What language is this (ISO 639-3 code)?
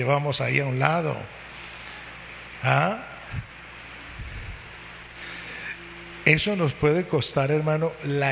spa